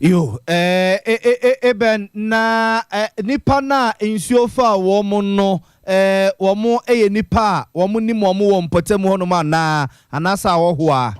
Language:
Akan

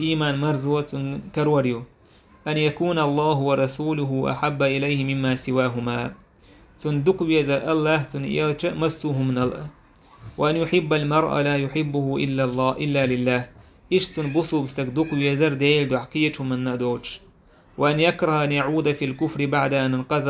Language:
Chechen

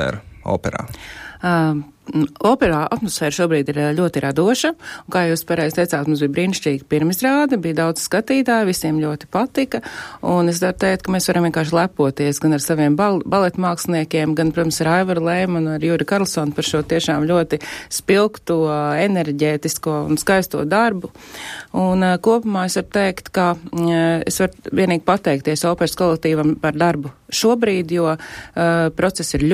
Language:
Latvian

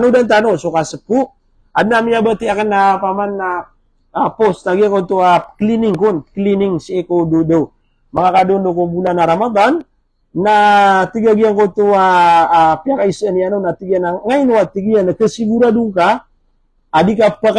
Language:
Maranao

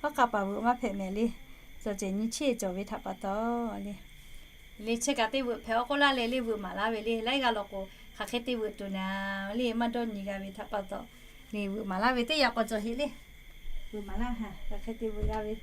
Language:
Lahu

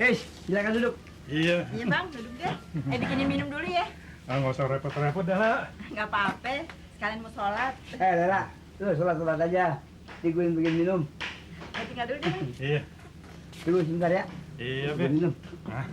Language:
Betawi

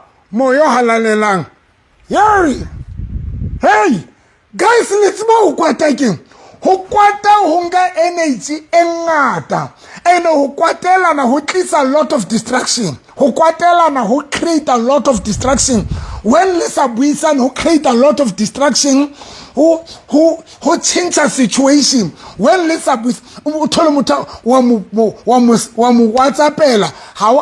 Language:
Southern Sotho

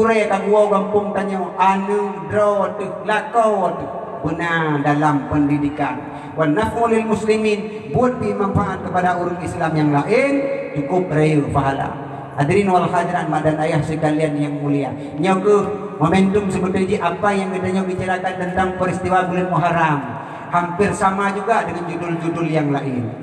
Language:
Achinese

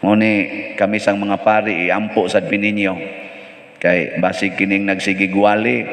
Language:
Cebuano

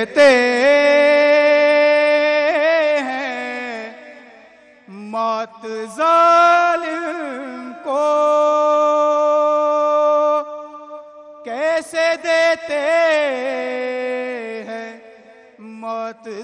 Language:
Urdu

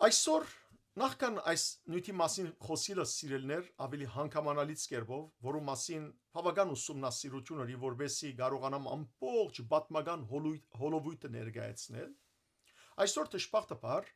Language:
Western Armenian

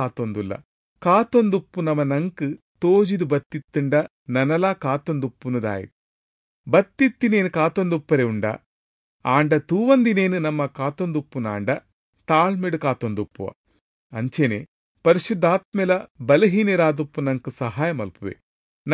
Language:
Tulu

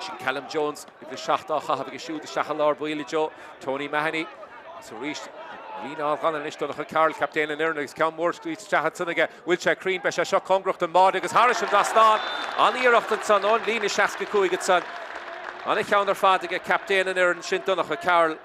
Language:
Irish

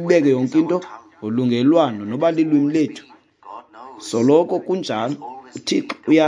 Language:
Xhosa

